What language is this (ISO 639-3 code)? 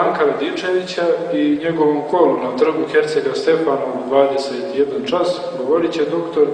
srp